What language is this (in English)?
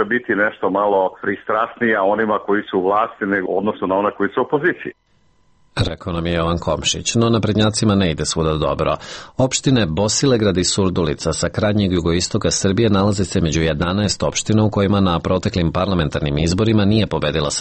Serbian